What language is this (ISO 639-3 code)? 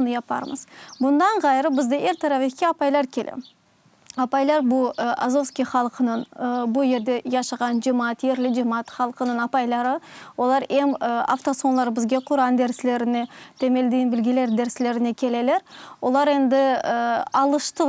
crh